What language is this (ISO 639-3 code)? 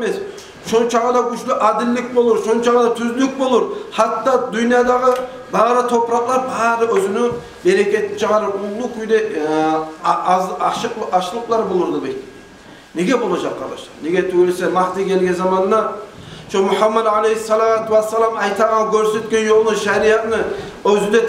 kum